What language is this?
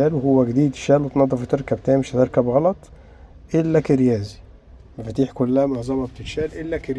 Egyptian Arabic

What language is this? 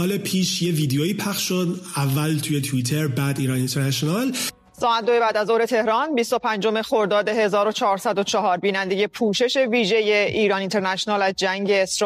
Persian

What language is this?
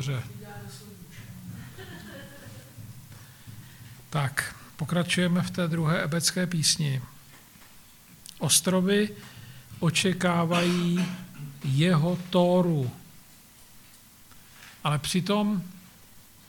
Czech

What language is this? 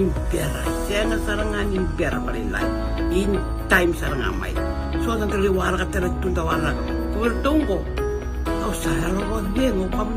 Fijian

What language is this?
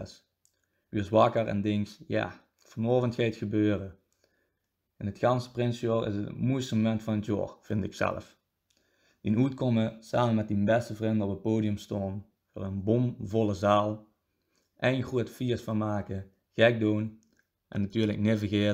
Limburgish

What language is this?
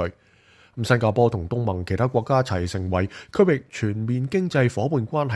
Cantonese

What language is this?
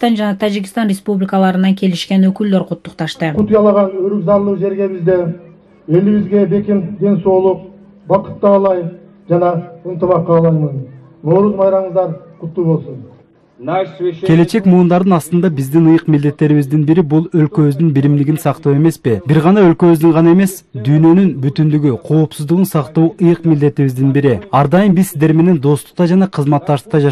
Kyrgyz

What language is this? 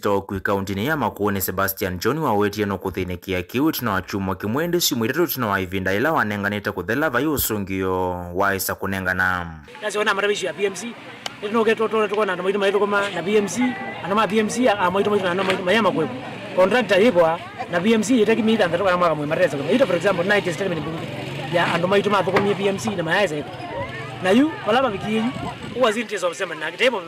Kamba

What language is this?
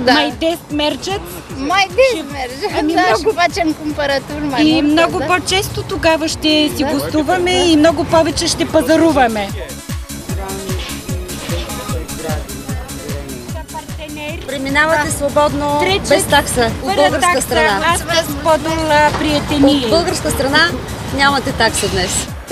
Bulgarian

